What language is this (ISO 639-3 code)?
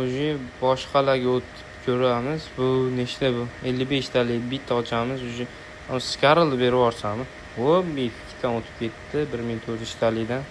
uzb